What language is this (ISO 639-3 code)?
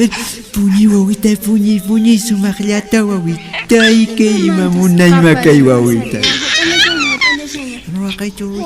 qxp